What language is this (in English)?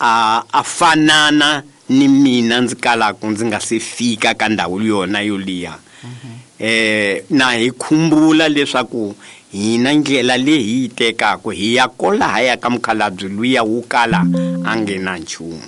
Tsonga